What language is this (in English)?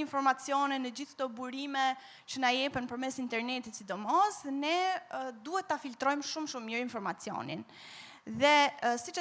Albanian